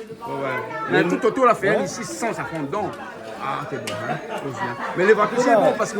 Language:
Réunion Creole French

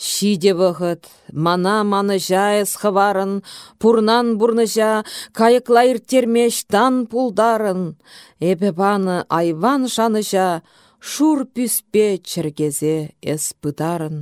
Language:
Chuvash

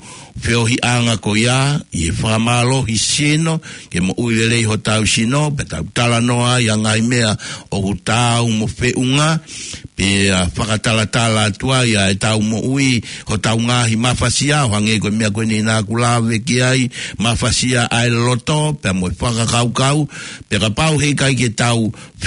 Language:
Tongan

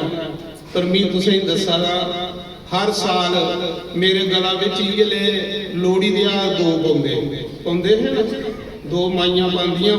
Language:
Dogri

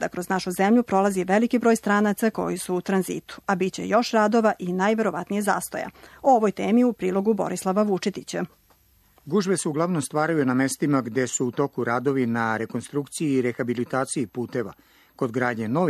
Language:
Serbian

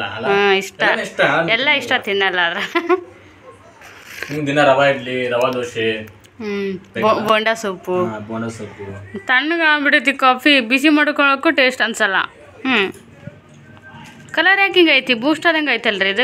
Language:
Kannada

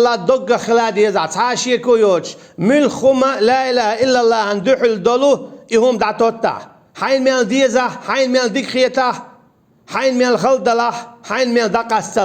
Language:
Chechen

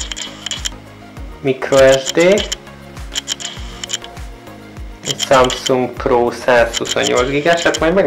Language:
Hungarian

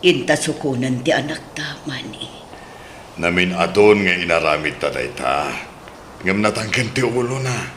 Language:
Iloko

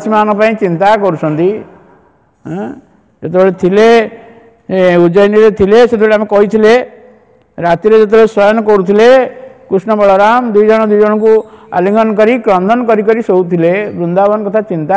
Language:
Odia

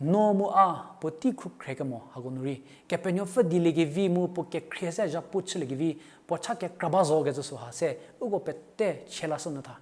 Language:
Angami Naga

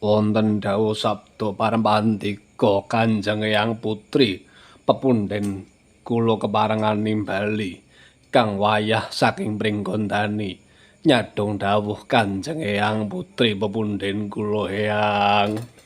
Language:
Javanese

